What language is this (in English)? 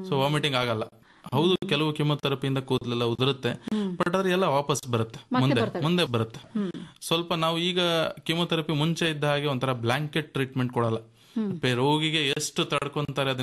Kannada